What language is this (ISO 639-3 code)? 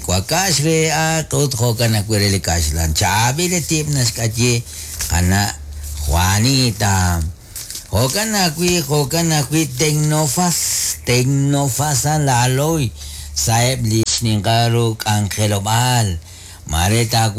kek